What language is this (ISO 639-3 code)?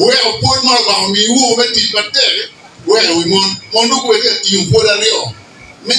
ach